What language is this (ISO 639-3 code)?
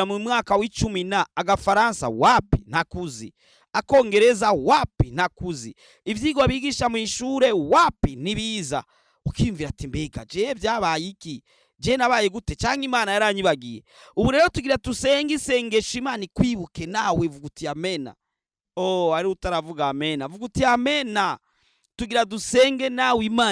run